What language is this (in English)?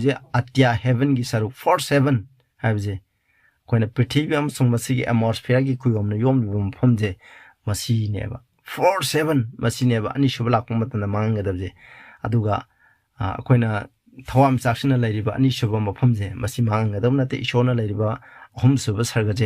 Manipuri